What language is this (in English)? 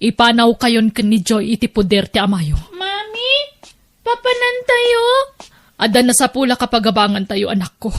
Iloko